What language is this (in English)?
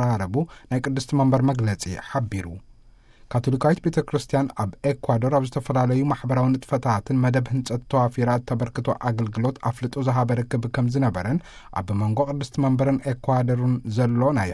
Tigrinya